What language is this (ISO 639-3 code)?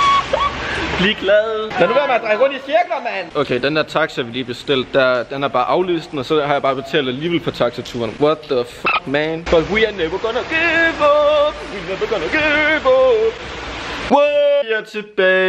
dan